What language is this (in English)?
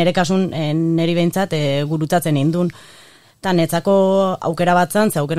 Basque